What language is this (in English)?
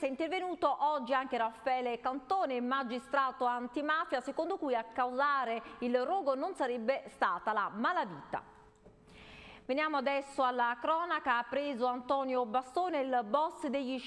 Italian